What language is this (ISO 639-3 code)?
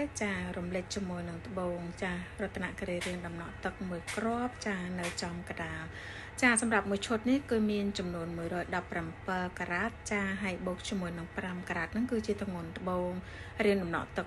khm